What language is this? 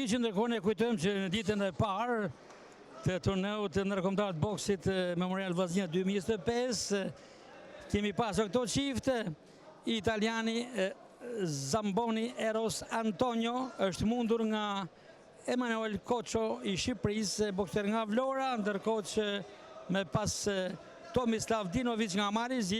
Albanian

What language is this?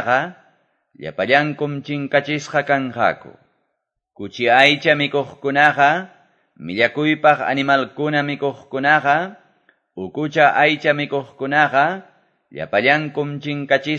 Quechua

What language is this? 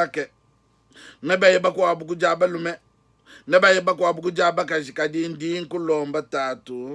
Luba-Lulua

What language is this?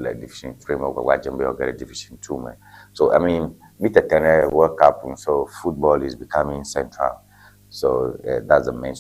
Ewe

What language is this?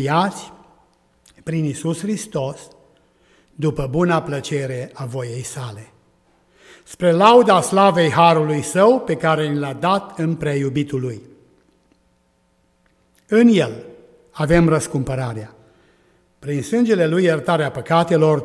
Romanian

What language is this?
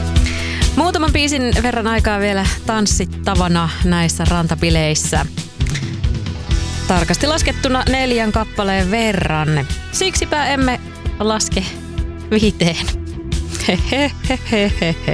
Finnish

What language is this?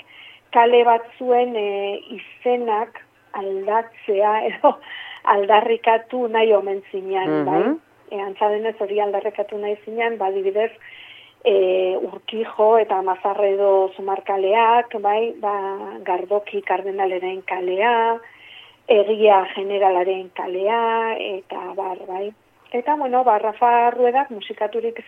Basque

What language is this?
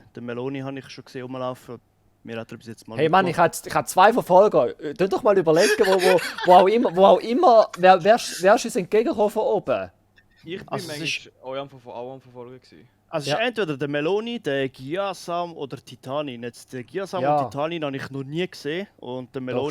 Swiss German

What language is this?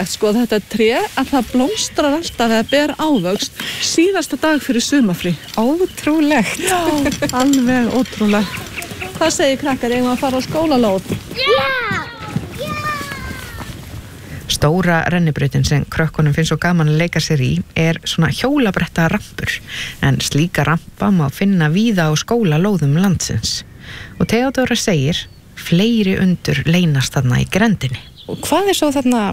Icelandic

